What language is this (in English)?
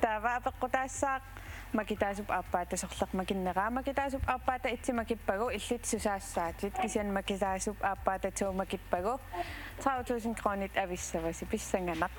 Kalaallisut